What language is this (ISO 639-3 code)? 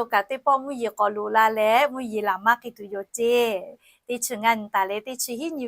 lhu